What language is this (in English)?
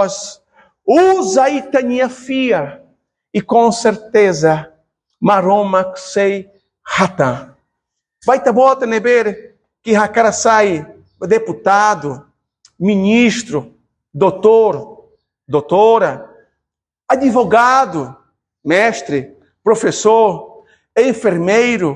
Tetum